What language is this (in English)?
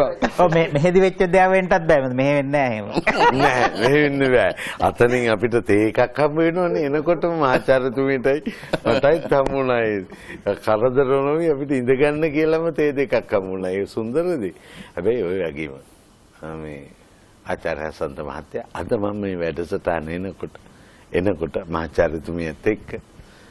Sinhala